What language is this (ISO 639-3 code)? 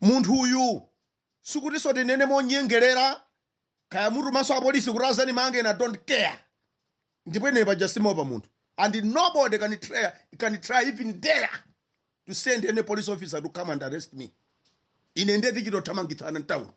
nya